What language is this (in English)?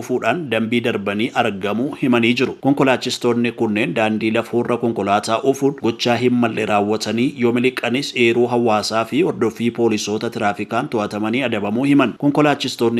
Oromo